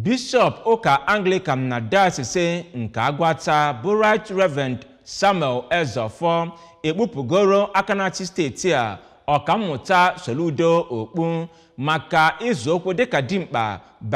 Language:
Igbo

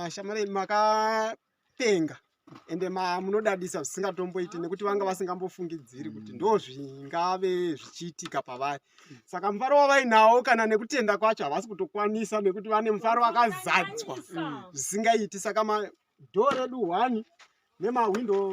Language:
Shona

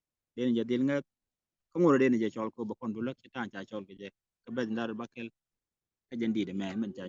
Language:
Nuer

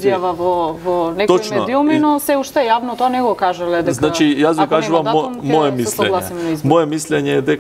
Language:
Macedonian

